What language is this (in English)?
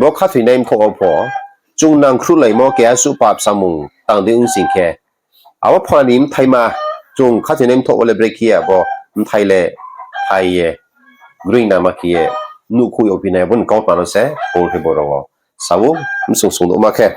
Riang (India)